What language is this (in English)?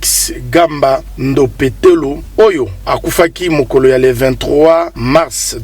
Lingala